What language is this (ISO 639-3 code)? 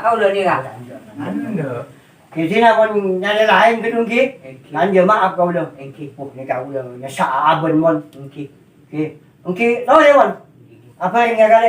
mad